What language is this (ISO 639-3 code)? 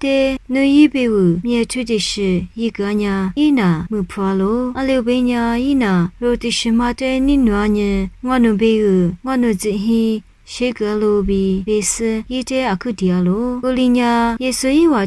lis